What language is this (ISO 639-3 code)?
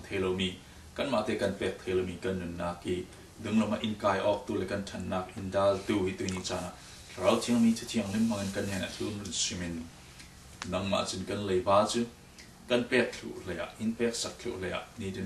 cfm